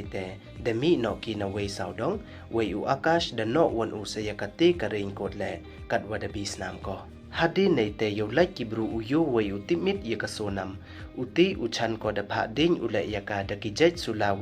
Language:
Pnar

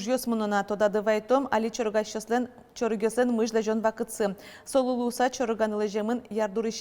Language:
Udmurt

